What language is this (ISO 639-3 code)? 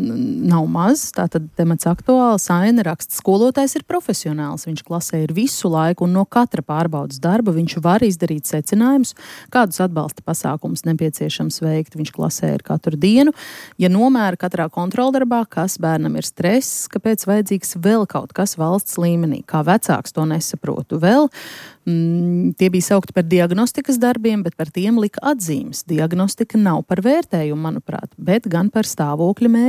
lav